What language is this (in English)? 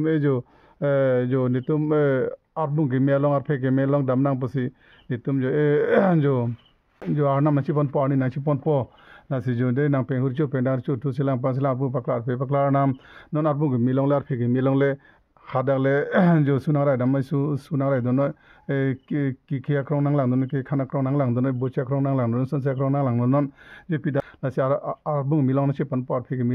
Karbi